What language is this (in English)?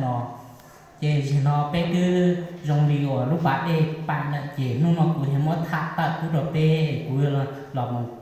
Hmong